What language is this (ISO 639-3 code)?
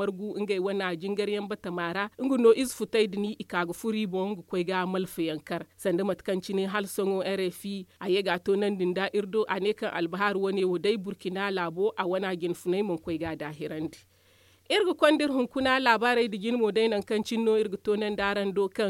dje